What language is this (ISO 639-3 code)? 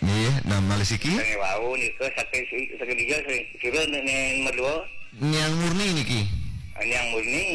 ban